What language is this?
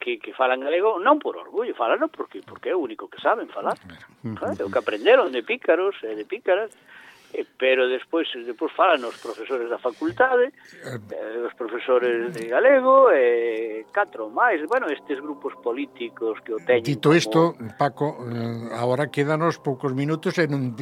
Galician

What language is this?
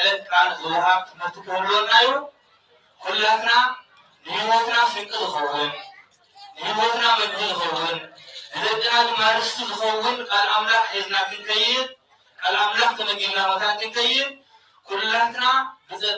Tigrinya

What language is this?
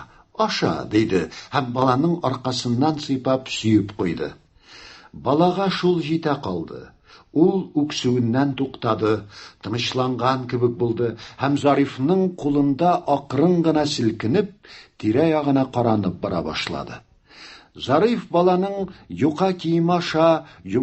Tatar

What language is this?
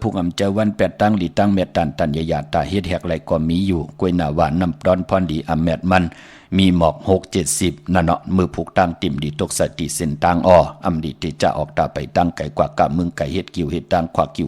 Shan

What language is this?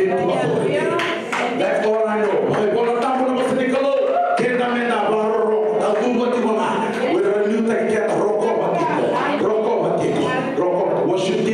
Fijian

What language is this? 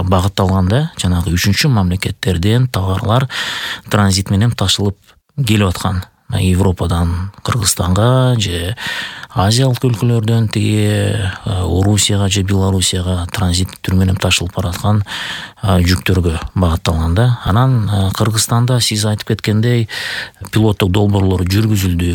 Kyrgyz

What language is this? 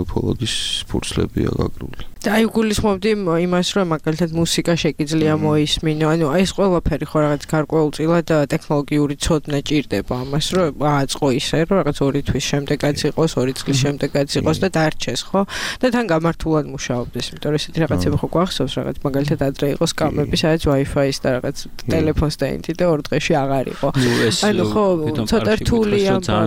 Georgian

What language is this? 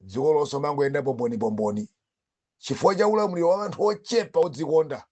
Nyanja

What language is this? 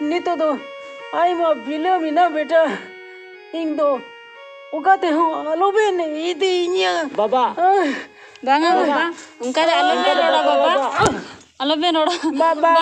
Santali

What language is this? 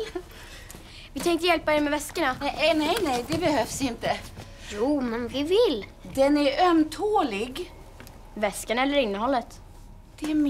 Swedish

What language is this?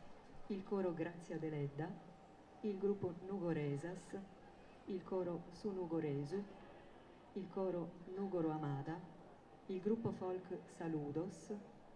Sardinian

